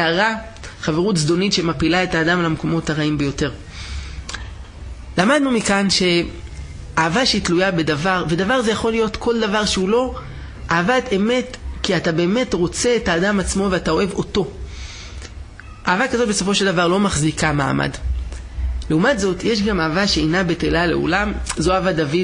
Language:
Hebrew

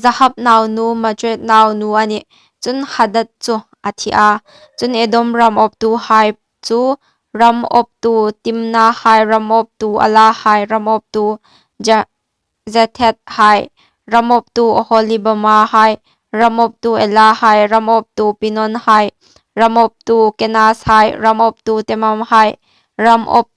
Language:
Hmar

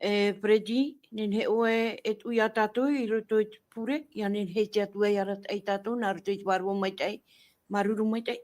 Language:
Tahitian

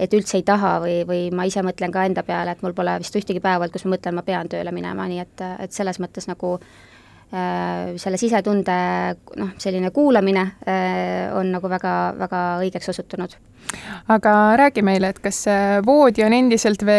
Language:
Estonian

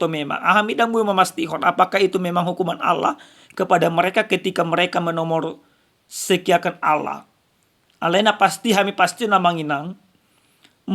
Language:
Batak Toba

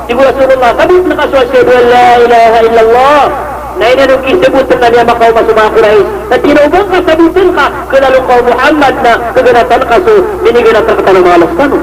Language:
Maranao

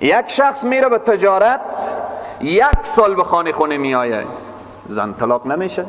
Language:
Persian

